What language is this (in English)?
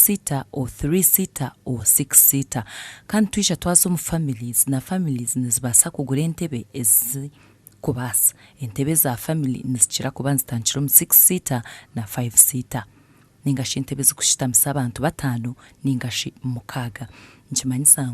Nyankole